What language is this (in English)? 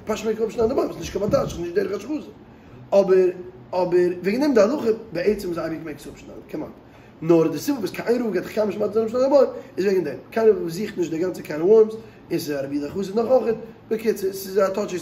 Yiddish